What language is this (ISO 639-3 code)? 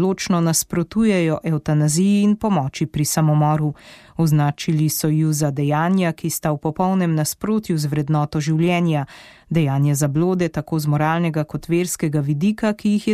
slv